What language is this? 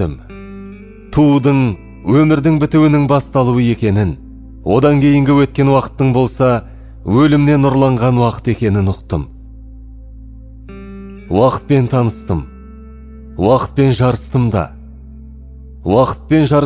Kazakh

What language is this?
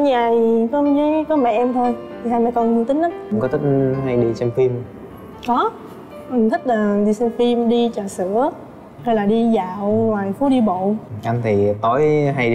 Vietnamese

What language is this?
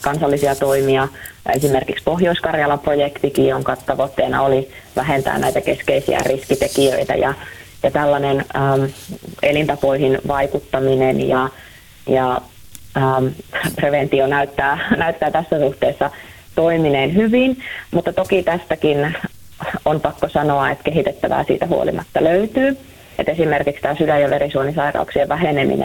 Finnish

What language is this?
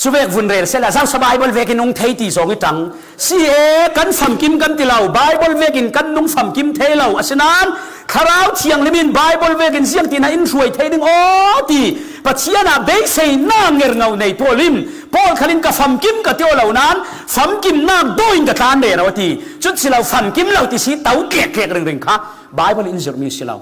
Falam Chin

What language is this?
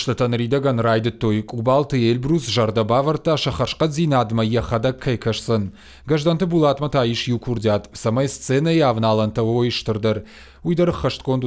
Ossetic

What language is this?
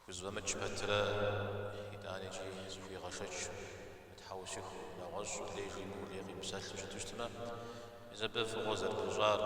Kabardian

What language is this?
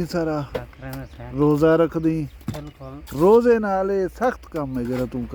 Saraiki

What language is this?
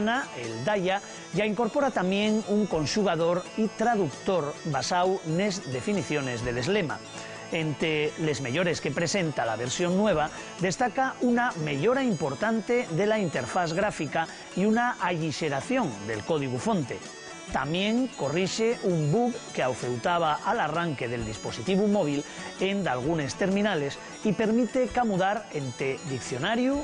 Asturian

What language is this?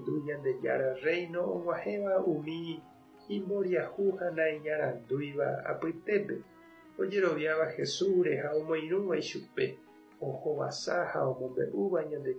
Guarani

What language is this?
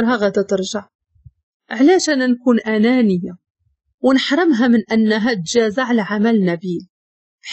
Moroccan Arabic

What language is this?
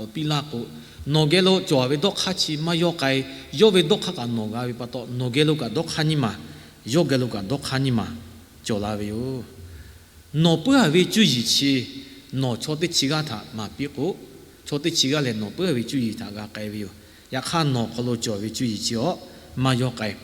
Lahu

